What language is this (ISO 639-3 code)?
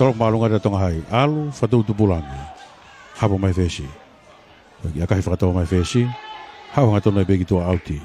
ton